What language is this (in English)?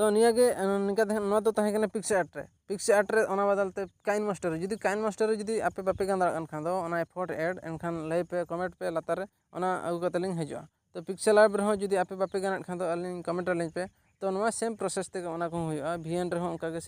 Santali